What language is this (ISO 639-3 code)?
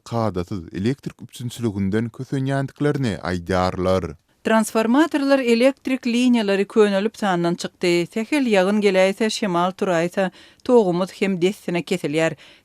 tuk